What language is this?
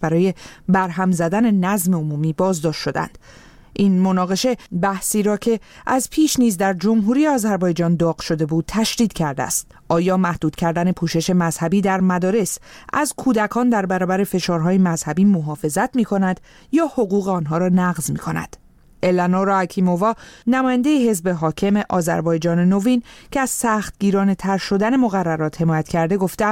Persian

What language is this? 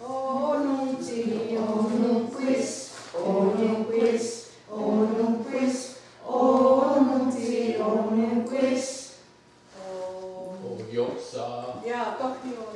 Mohawk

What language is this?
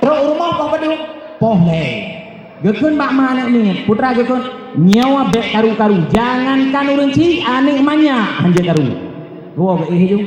Achinese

